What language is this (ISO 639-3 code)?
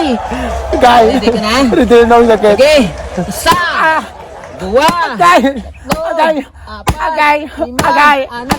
hil